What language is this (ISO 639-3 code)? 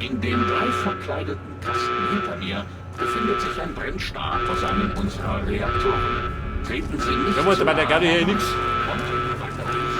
bar